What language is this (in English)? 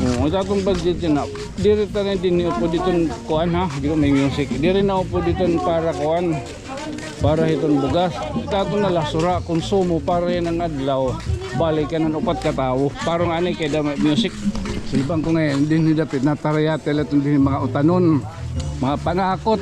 Waray